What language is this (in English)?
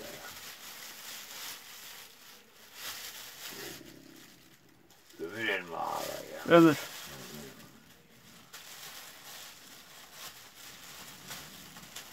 Turkish